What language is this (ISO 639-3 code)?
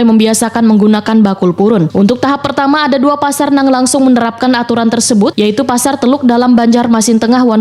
bjn